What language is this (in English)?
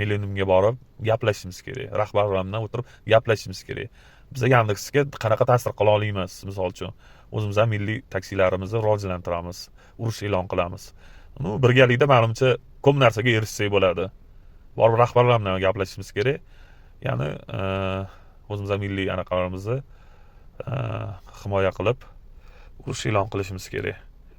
Uzbek